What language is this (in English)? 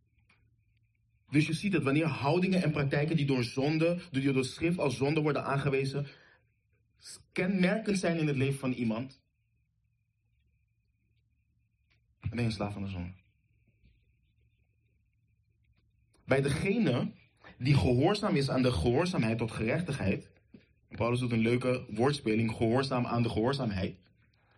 Dutch